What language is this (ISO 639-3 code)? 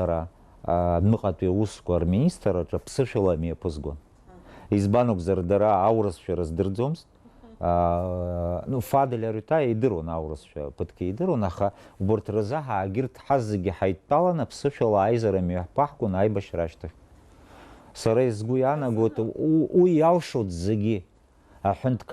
abk